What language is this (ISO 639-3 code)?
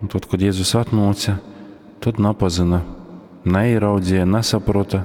ltg